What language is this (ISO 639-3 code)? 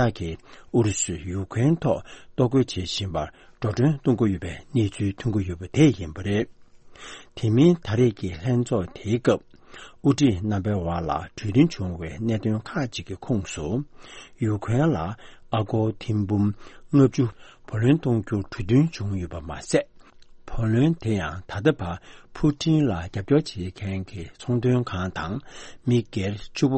bod